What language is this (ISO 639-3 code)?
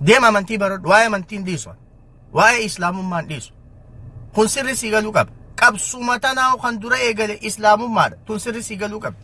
orm